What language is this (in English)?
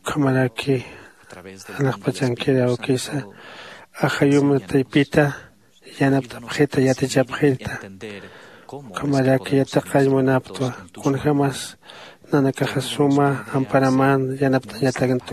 Aymara